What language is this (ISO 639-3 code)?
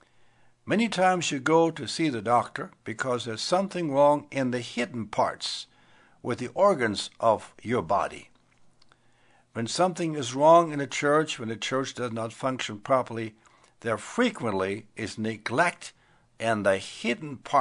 eng